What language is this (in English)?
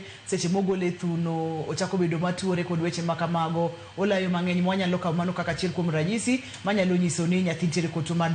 Luo (Kenya and Tanzania)